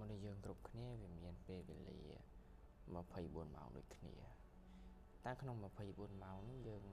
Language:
Khmer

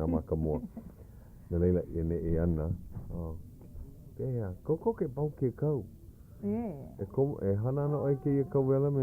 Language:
Hawaiian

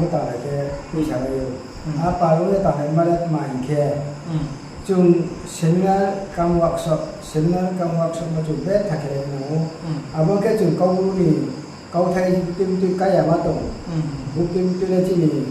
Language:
Riang (India)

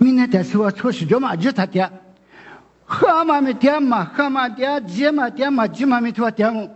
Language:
Lisu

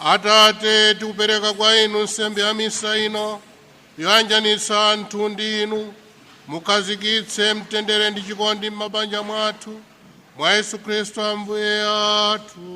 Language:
Nyanja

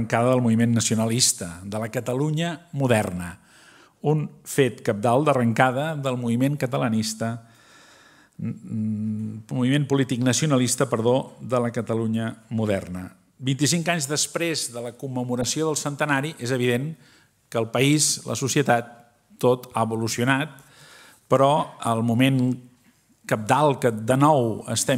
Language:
Catalan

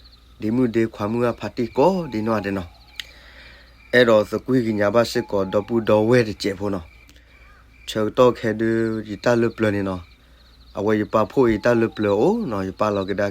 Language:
S'gaw Karen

